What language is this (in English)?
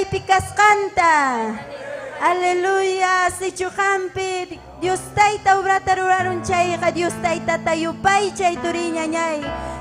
Ayacucho Quechua